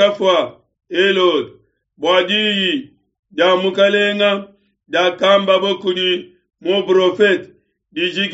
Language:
Luba-Lulua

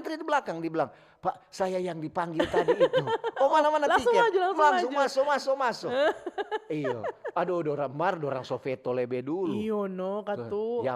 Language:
Manado Malay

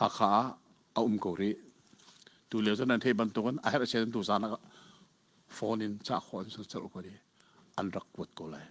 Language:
Hakha Chin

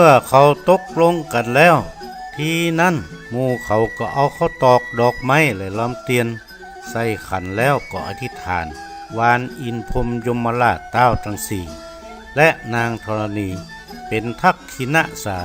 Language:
Northern Thai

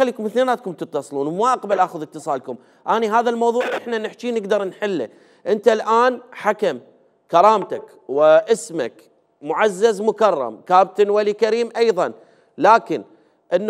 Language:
Mesopotamian Arabic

